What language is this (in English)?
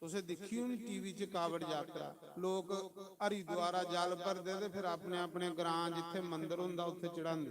Dogri